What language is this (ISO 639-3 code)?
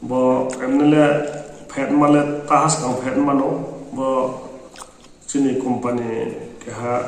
ria